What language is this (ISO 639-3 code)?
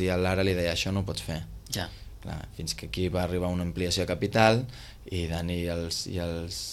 cat